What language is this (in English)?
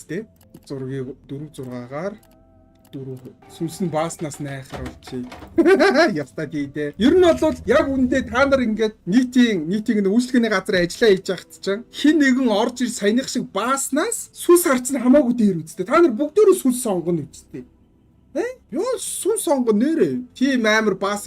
Mongolian